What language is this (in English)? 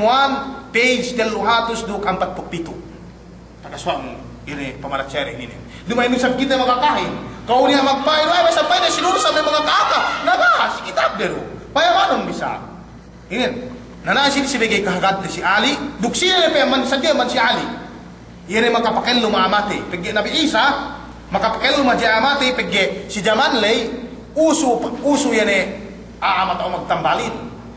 Yakan